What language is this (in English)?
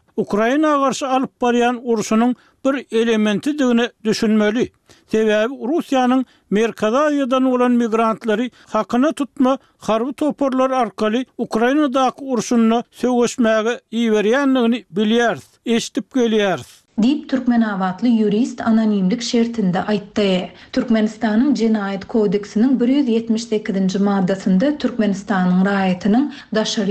Turkmen